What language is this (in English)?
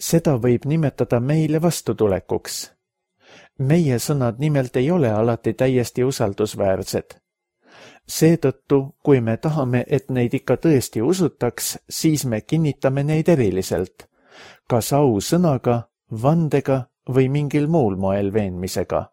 Estonian